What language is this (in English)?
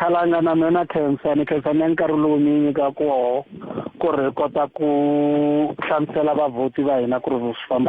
Tsonga